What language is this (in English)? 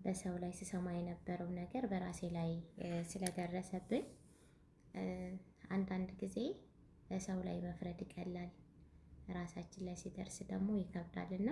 Amharic